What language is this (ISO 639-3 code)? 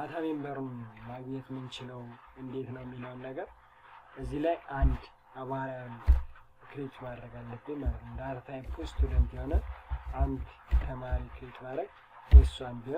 amh